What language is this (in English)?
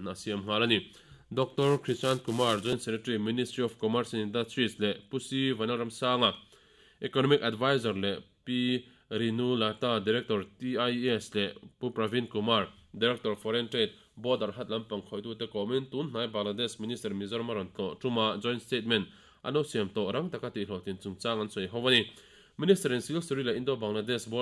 Mizo